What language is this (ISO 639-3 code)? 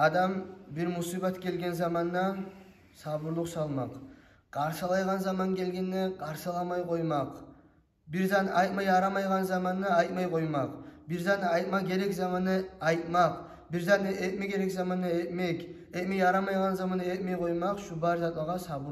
kum